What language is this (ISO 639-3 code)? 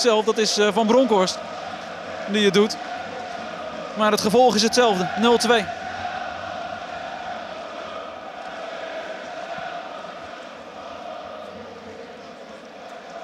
nld